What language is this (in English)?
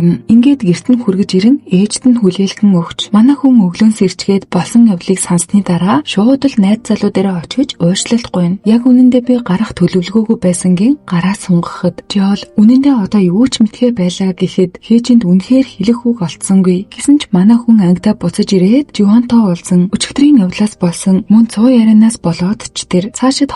Mongolian